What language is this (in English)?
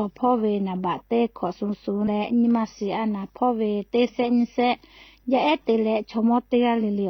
Lahu